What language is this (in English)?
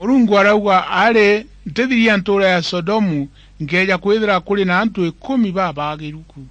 Meru